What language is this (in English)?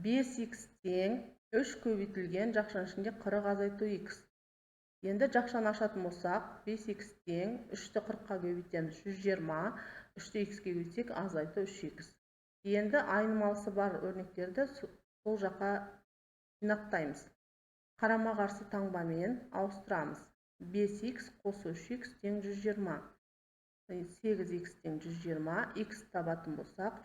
Kazakh